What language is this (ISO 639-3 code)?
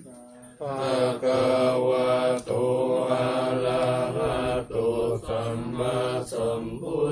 pli